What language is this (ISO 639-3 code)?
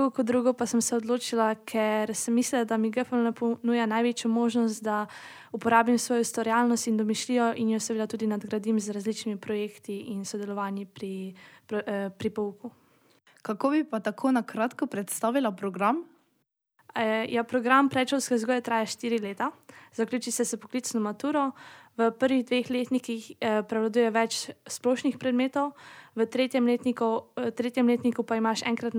slv